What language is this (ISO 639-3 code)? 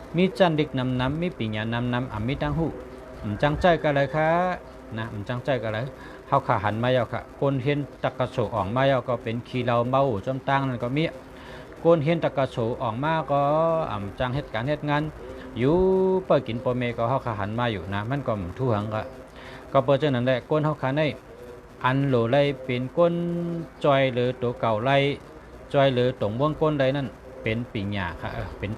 shn